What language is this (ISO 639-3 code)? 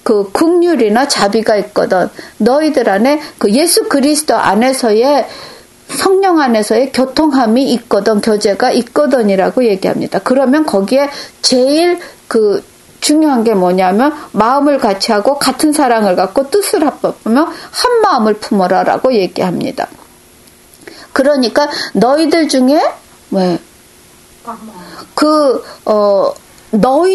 kor